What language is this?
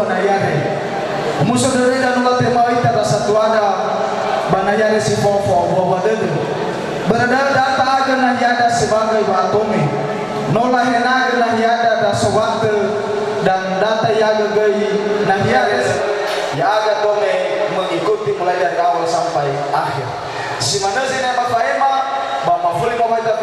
Nias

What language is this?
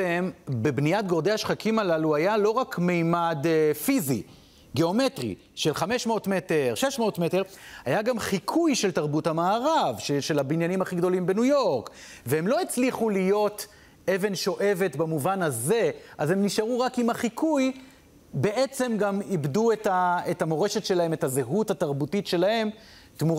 Hebrew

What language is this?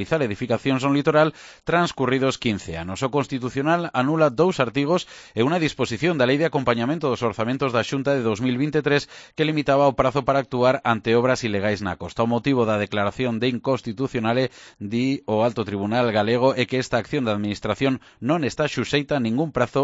Galician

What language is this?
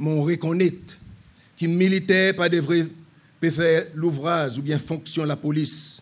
Seselwa Creole French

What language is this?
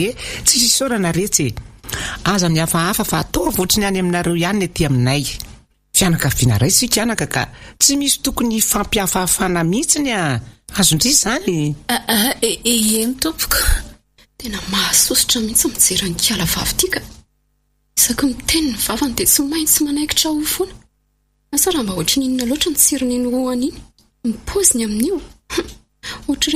Malagasy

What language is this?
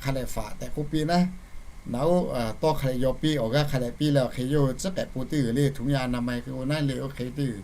Lahu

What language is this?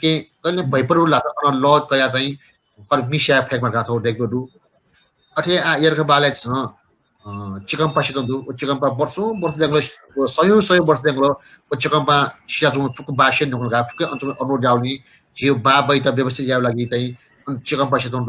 Newari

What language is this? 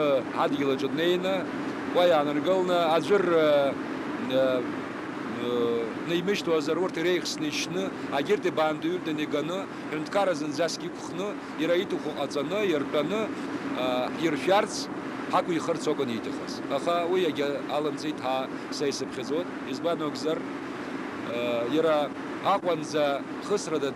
Abkhazian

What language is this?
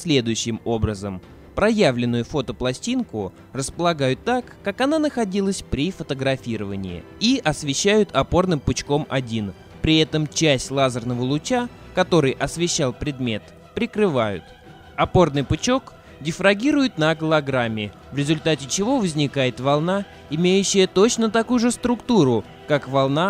Russian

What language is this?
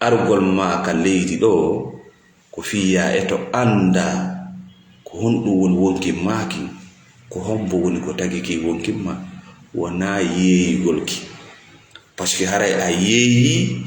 Fula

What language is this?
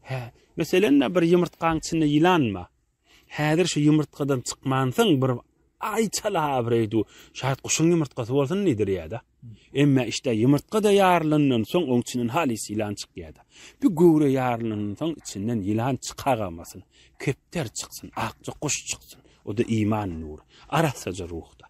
Turkmen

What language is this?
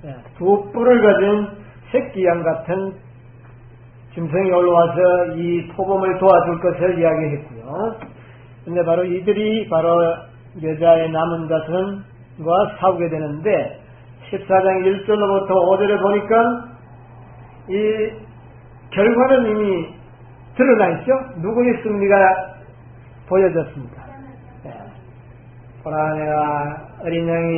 Korean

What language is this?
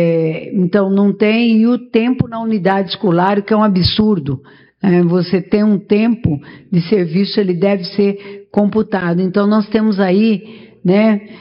Portuguese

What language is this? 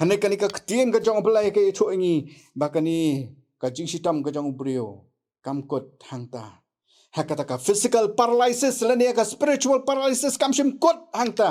Khasi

